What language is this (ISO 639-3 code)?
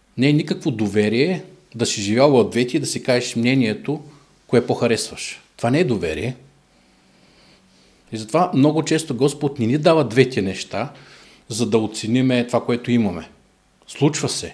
bul